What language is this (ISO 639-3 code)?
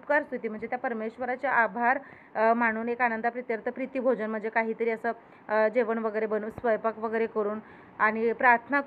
mar